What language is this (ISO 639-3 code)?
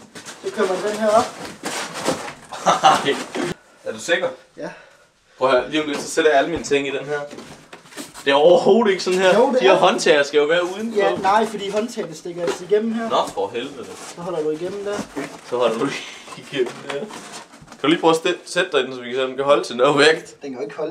dan